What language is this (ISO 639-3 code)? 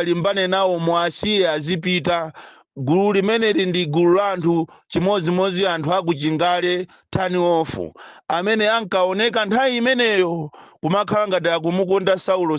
nya